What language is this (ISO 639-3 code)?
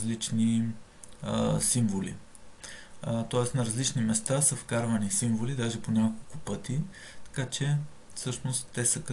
bul